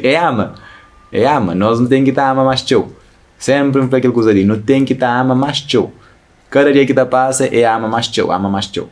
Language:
Kabuverdianu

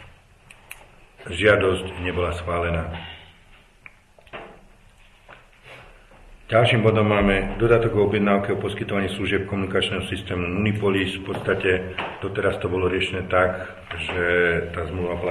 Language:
Slovak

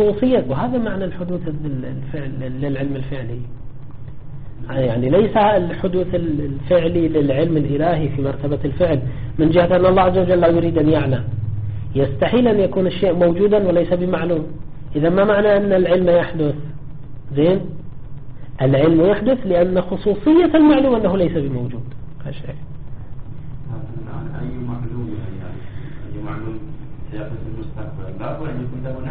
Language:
Arabic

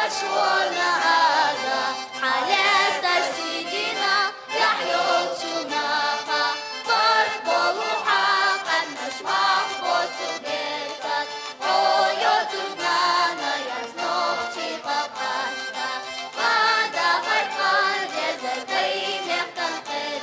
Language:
Chechen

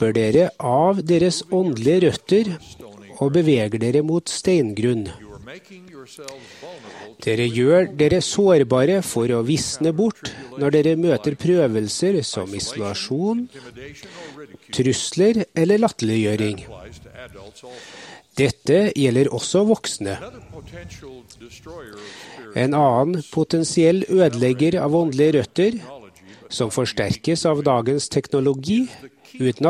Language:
Norwegian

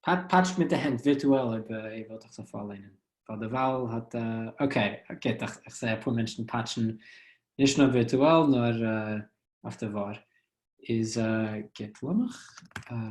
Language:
Yiddish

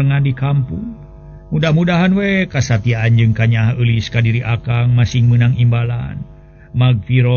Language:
Sundanese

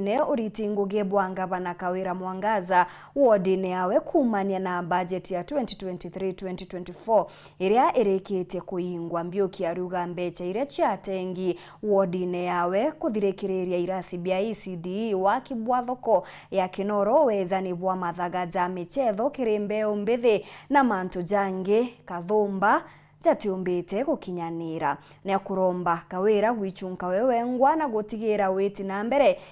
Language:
Meru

